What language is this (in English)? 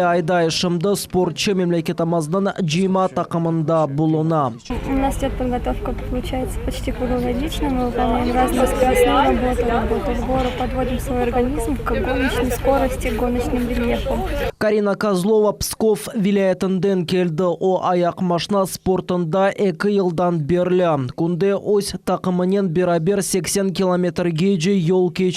Crimean Tatar